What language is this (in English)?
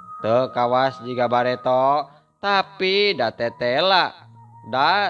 Sundanese